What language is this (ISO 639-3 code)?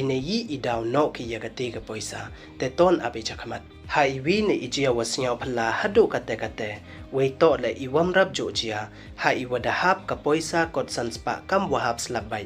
pbv